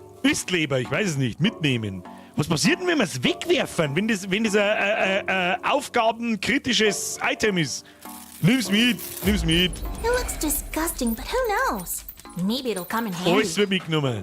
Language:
Bavarian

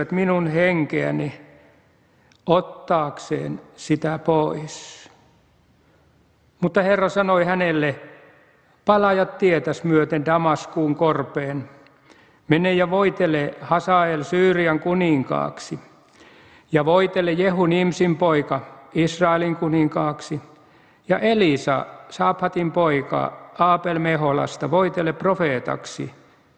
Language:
Finnish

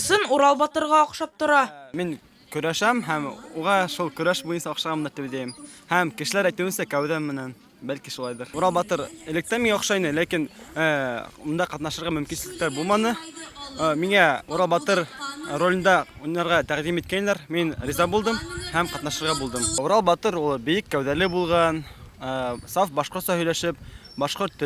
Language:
Bashkir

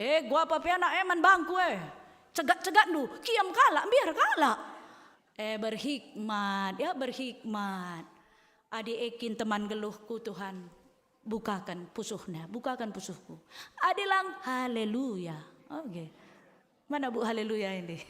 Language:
Batak Karo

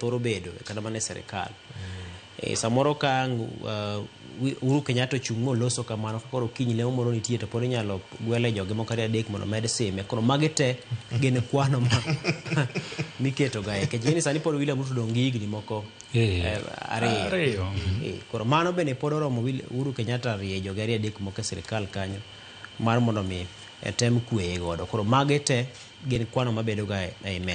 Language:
Luo (Kenya and Tanzania)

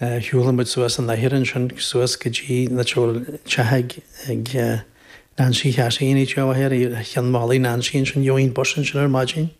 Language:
Irish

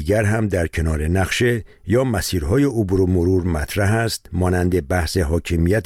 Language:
Persian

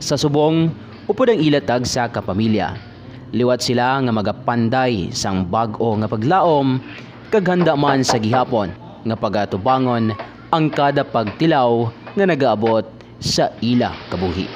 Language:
Hiligaynon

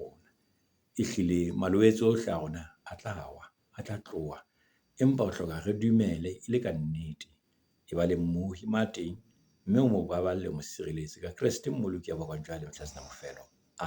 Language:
Southern Sotho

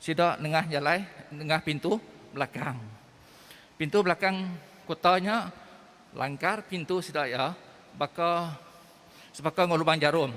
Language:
Iban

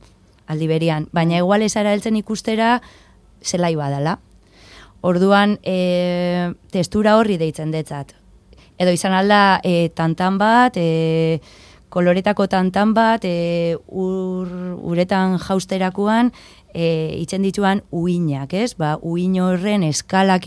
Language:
Basque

